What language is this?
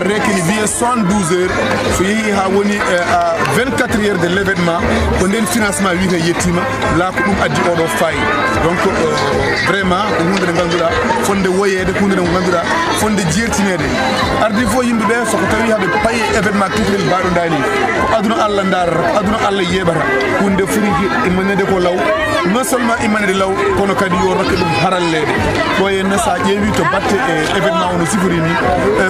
Fula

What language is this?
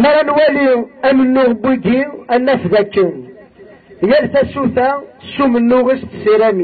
Kabyle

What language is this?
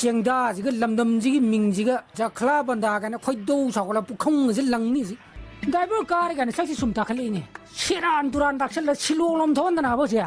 Manipuri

